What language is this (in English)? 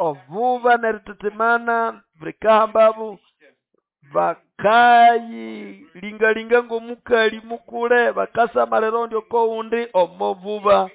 Nande